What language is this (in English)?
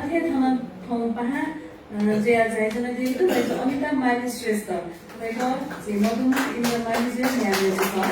Newari